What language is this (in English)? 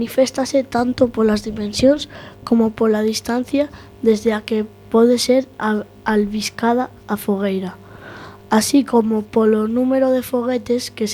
Galician